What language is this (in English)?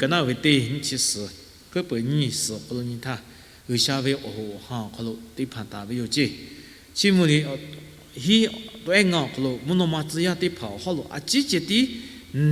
Lahu